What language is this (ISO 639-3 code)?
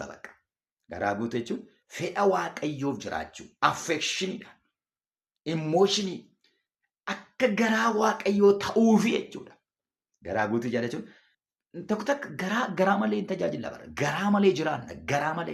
orm